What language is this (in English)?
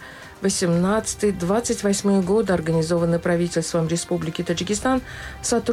Russian